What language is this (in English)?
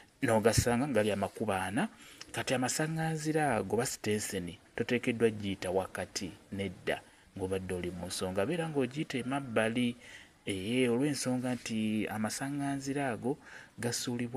Ganda